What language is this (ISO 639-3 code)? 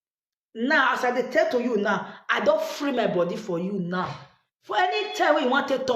pcm